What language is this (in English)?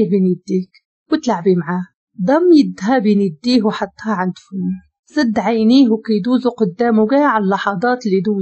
Moroccan Arabic